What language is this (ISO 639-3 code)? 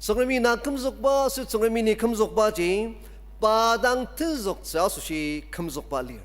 njo